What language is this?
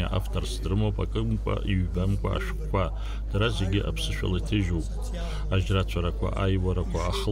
Abkhazian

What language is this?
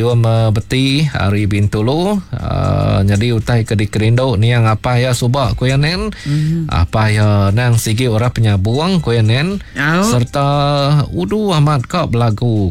Iban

